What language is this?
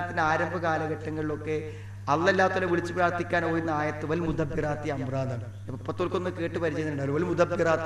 Malayalam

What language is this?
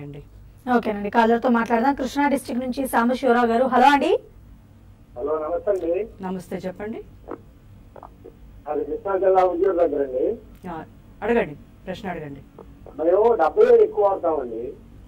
Telugu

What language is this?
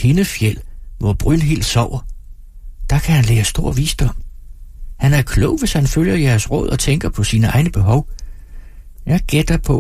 Danish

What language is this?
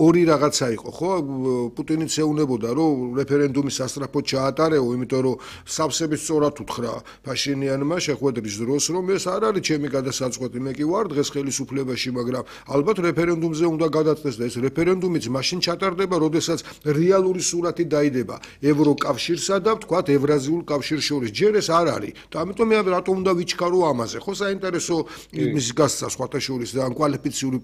Georgian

